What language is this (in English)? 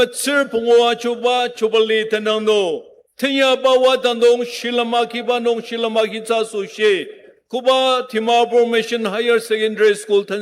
Ao Naga